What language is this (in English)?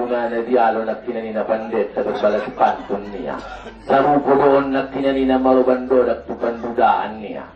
Batak Angkola